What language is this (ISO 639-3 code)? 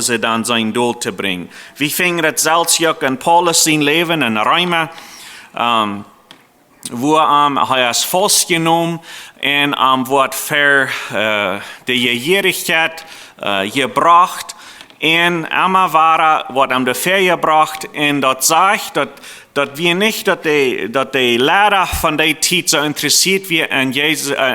pdt